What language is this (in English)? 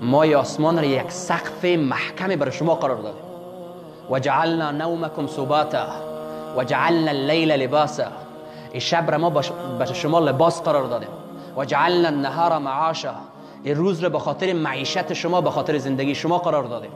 Persian